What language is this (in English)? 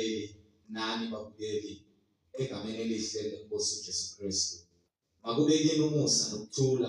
Zulu